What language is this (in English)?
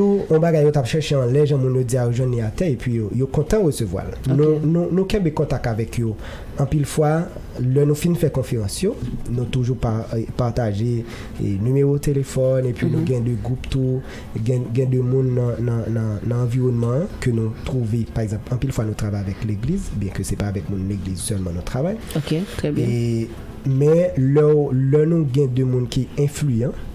Haitian Creole